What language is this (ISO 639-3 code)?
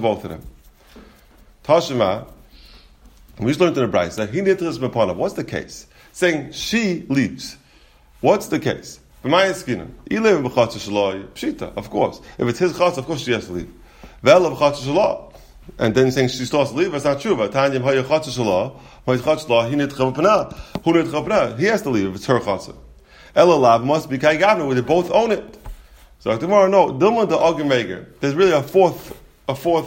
eng